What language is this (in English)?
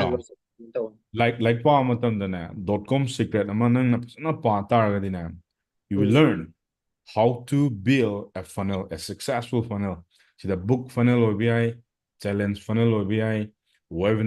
Manipuri